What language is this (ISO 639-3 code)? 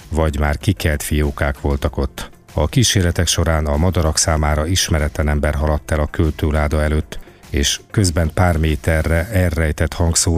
hun